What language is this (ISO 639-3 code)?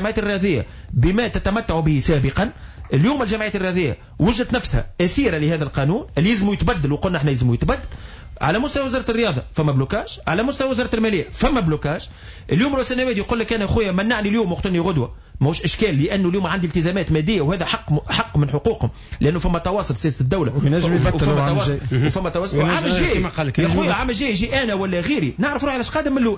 aeb